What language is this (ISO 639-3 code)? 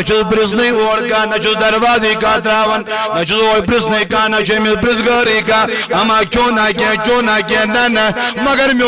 kas